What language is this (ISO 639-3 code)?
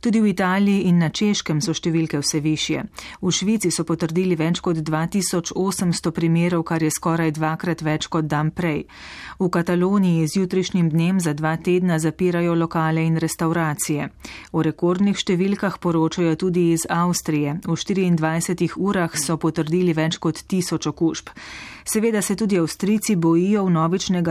slv